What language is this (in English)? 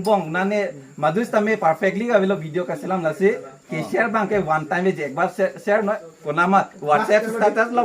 Karbi